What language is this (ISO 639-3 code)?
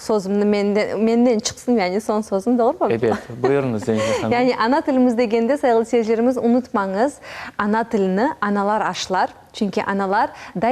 crh